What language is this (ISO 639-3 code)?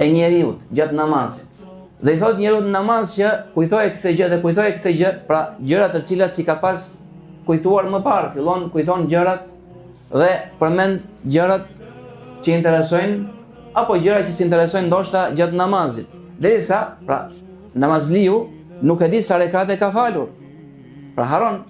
sqi